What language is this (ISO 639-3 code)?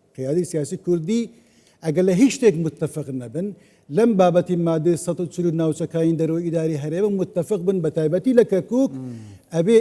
ckb